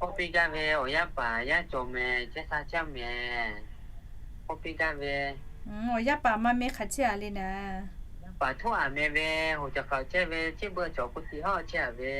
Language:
Lahu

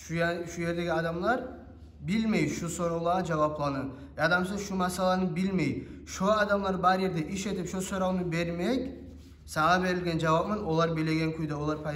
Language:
Kumyk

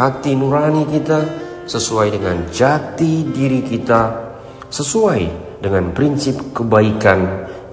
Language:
Indonesian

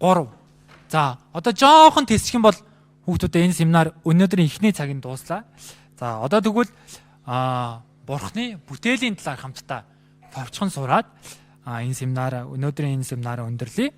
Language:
Mongolian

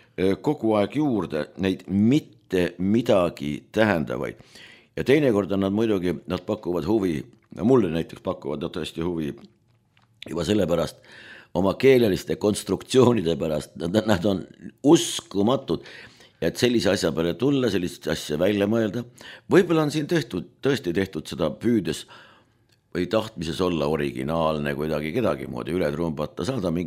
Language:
Estonian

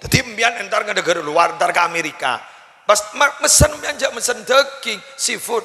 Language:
Madurese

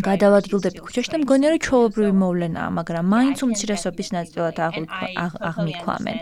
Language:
Georgian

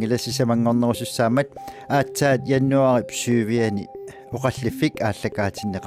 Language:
Kalaallisut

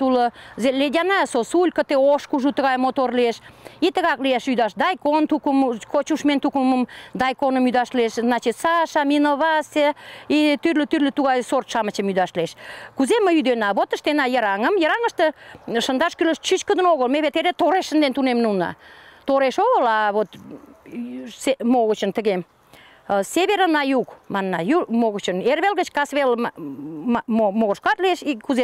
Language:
Mari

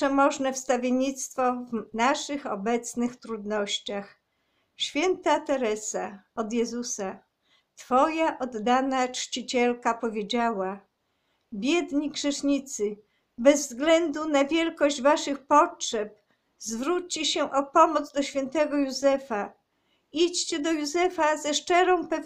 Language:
Polish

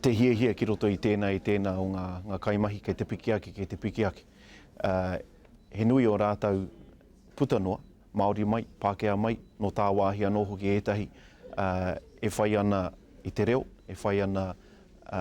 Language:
Māori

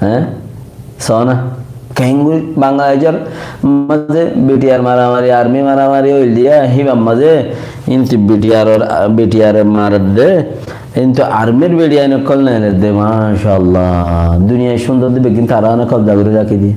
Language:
Rohingya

